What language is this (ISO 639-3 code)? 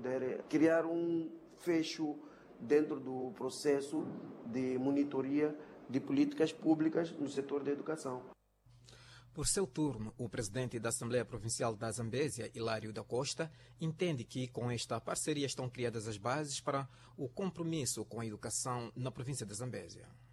por